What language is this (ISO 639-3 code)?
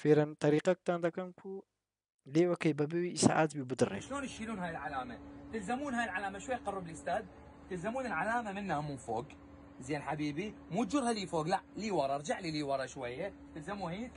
kur